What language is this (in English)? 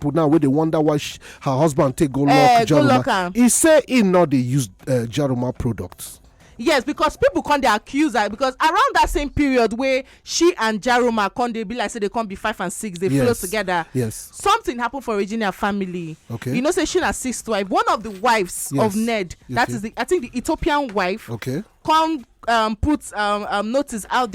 Nigerian Pidgin